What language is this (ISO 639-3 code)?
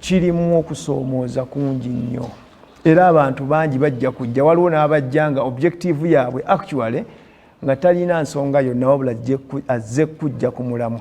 lug